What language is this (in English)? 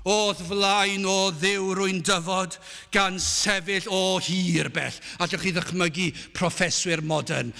Welsh